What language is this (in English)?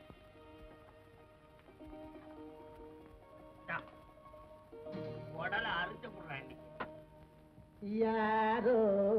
Tamil